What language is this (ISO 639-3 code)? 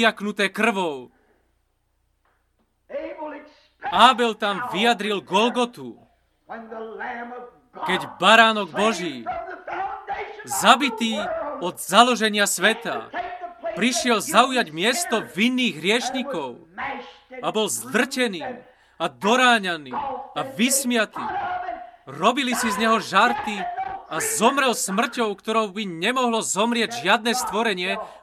slk